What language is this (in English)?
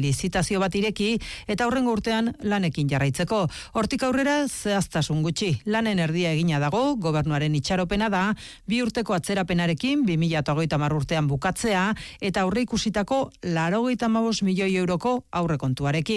Basque